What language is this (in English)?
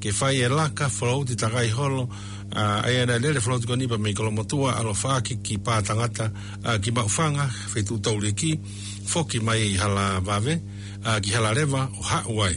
Tongan